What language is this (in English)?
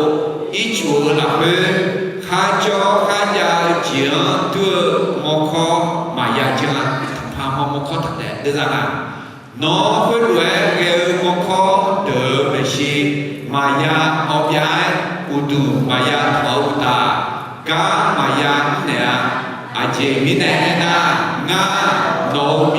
Akha